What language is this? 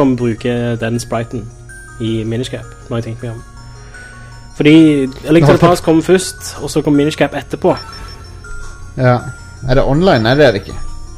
Norwegian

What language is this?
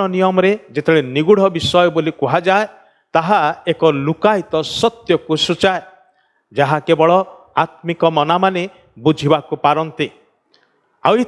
Odia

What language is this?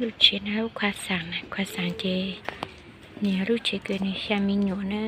Hmong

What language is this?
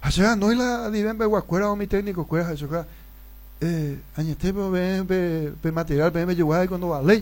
Guarani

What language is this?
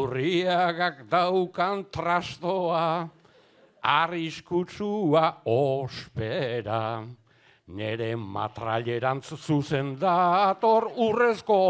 Basque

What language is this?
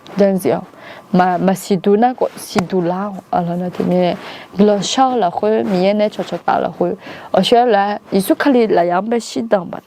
Akha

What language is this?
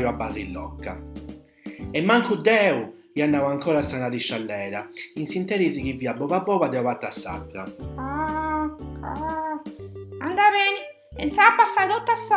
Sardinian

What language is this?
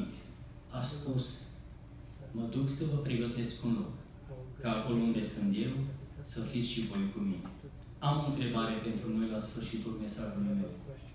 Romanian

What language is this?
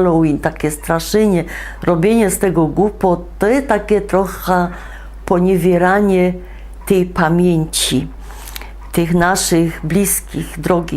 Silesian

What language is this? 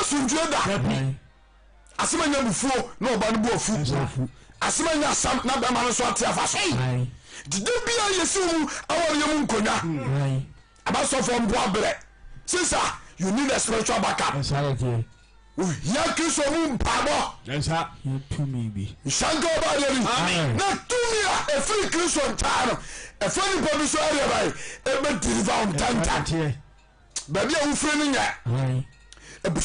Akan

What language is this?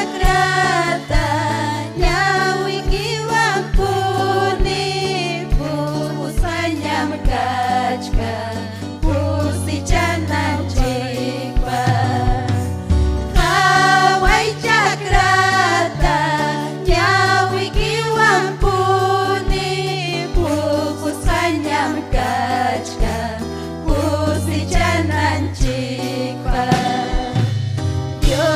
Ayacucho Quechua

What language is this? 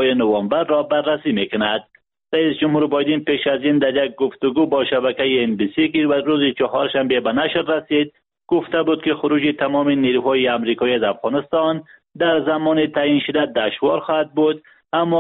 Persian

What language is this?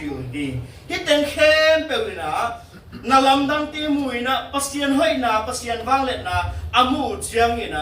Tedim Chin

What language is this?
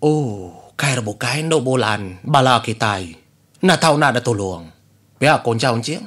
Iban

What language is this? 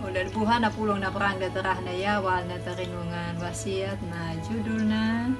Anakalangu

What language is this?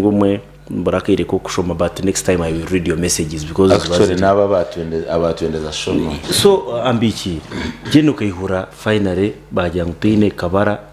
Nyankole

